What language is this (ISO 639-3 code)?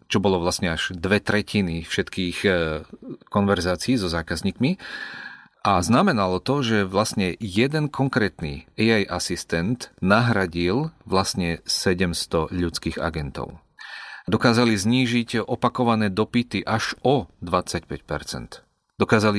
slk